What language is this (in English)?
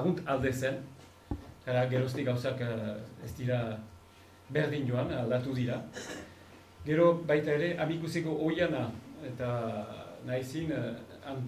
Basque